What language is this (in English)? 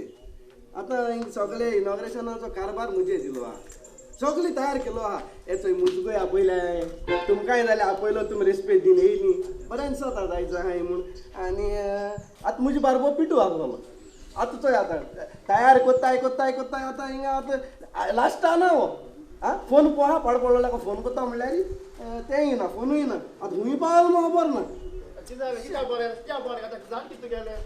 Konkani